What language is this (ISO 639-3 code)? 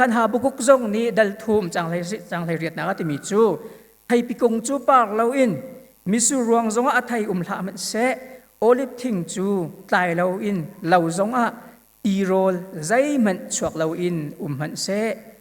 cnh